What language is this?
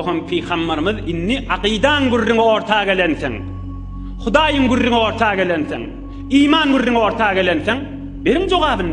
Turkmen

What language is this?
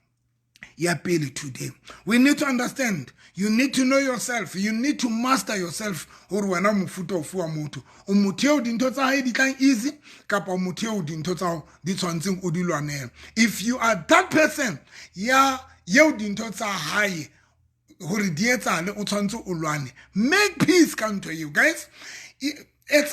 Southern Sotho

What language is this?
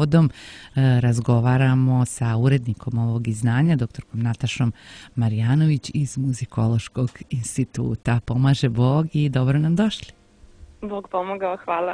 Serbian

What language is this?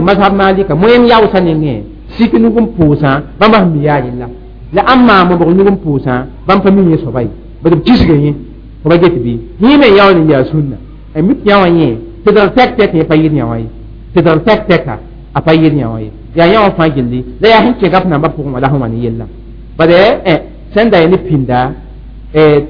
Mossi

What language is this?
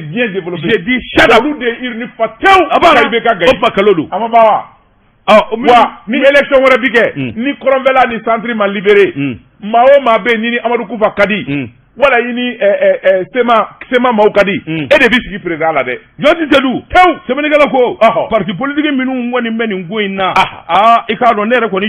Bambara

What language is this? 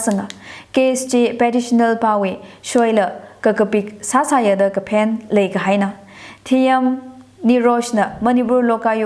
Tangkhul Naga (India)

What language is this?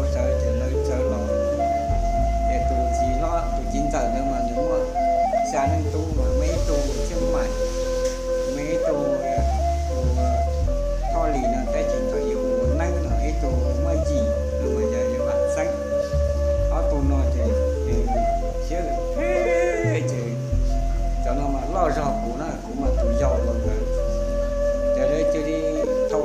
Vietnamese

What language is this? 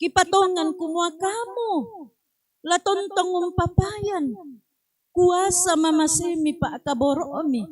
Toraja-Sa'dan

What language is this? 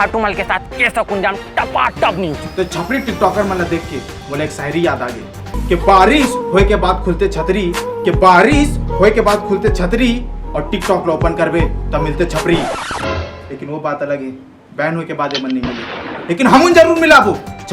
Chhattisgarhi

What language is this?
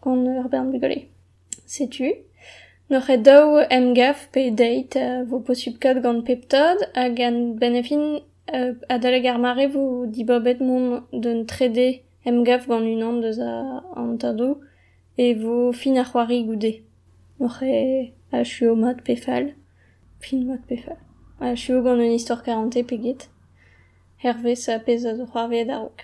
Breton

